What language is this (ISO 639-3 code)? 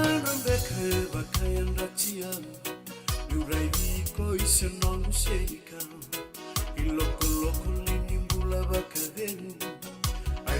fij